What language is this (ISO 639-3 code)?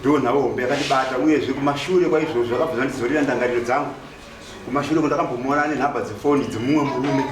sna